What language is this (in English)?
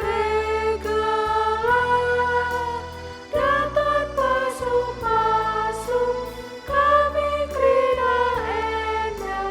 Batak Karo